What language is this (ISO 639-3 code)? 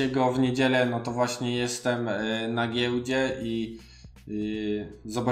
pol